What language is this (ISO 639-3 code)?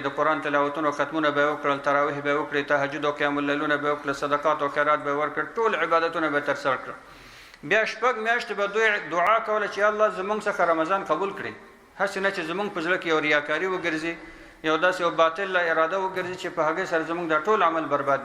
pus